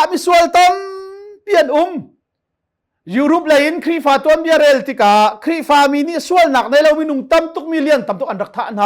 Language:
Hakha Chin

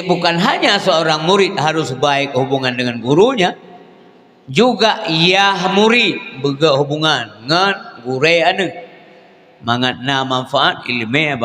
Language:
Achinese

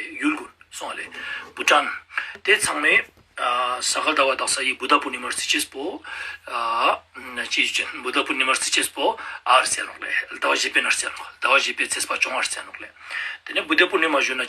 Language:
Ladakhi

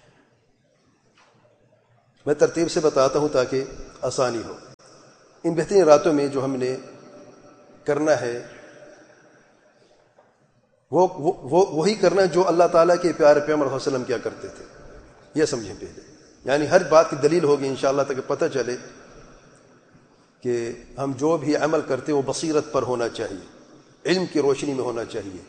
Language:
Urdu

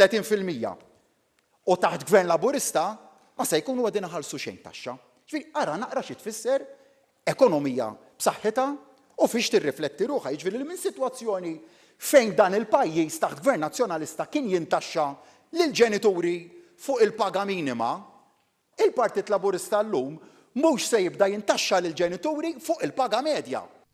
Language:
Maltese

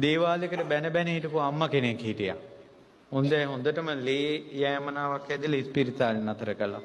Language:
Sinhala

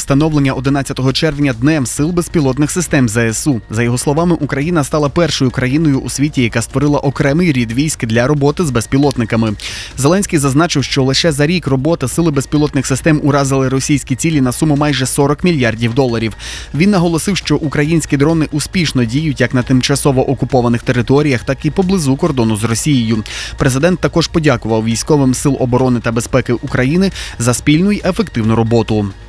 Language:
Ukrainian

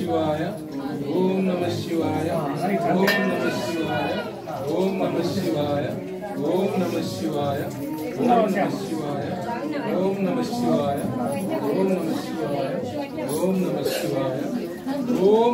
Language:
Telugu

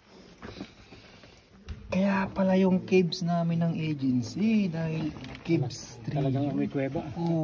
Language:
Filipino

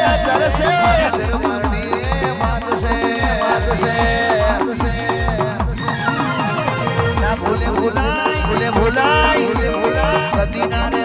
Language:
Gujarati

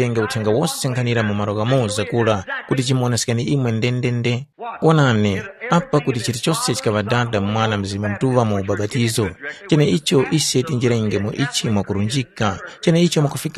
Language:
Tumbuka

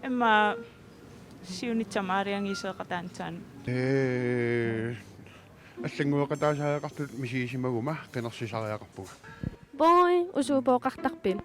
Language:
Kalaallisut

